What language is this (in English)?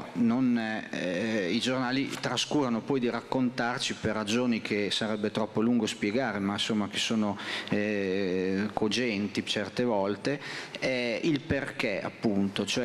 Italian